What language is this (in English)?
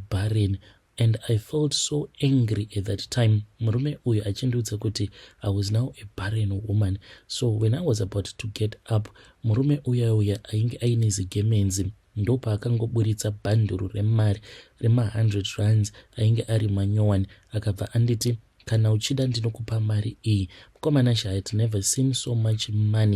Shona